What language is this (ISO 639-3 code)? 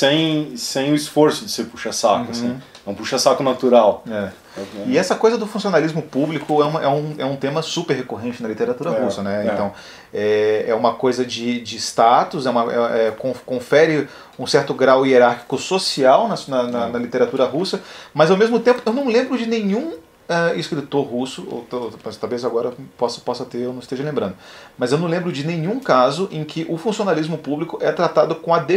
por